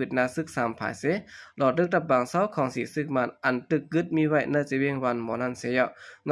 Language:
Shan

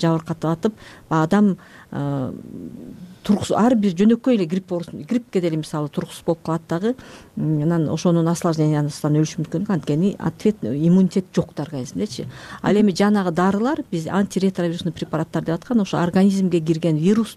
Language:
Kyrgyz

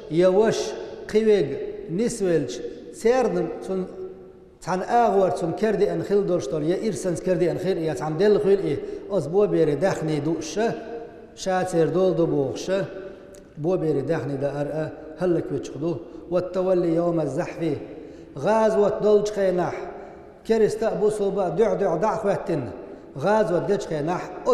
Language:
Chechen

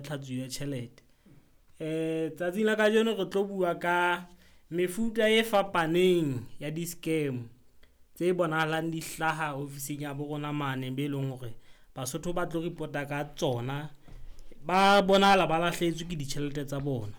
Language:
Southern Sotho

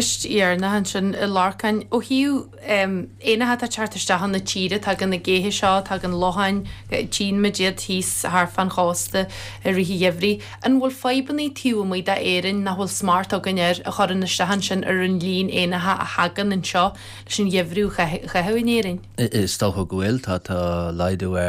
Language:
Irish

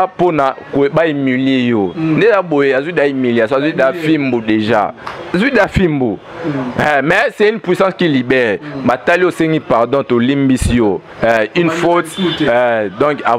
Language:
Lingala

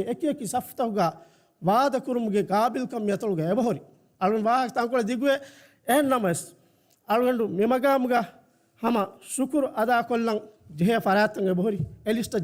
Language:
Divehi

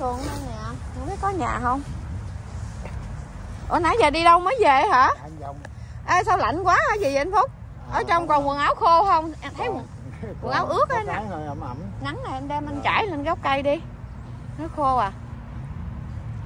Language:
Vietnamese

